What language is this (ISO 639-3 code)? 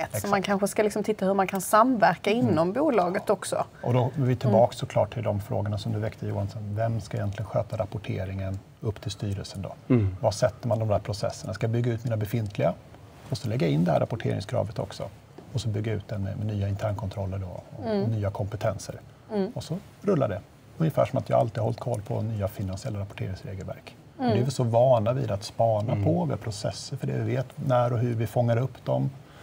swe